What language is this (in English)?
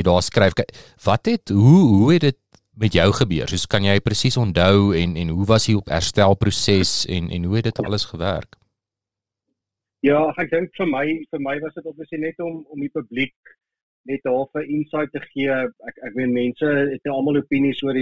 Afrikaans